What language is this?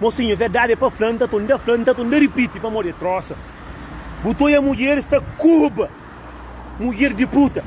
Kabuverdianu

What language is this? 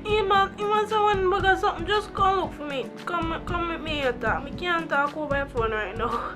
Jamaican Creole English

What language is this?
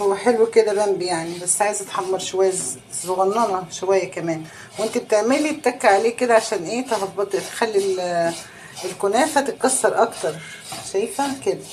Egyptian Arabic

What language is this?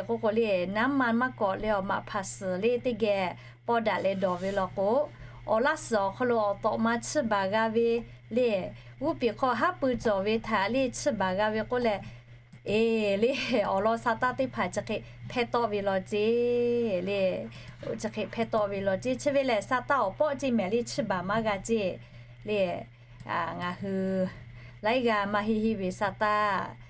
Lahu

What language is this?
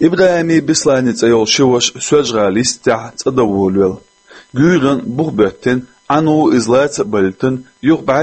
Chechen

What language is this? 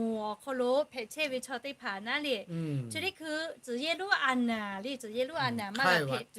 Lahu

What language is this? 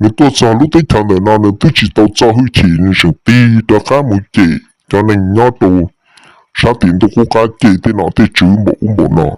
Hmong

